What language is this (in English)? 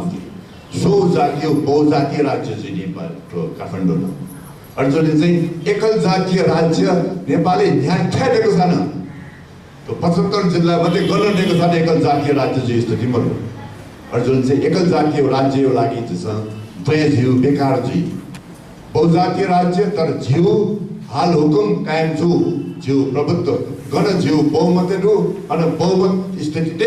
Newari